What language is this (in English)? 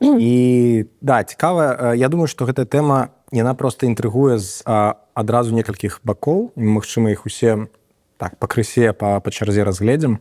Belarusian